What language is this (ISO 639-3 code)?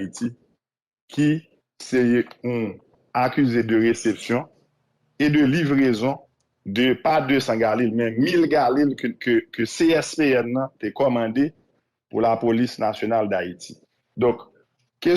hat